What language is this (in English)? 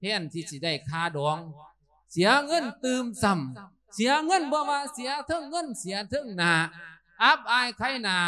Lao